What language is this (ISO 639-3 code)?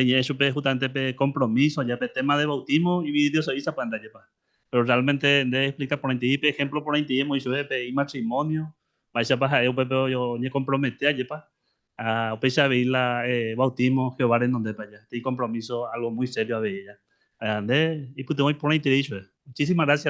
grn